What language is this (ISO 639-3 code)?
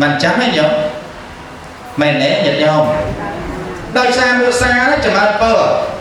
khm